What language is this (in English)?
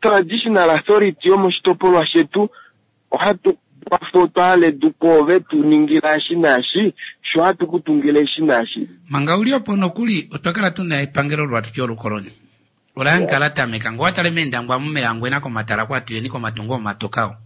Kuanyama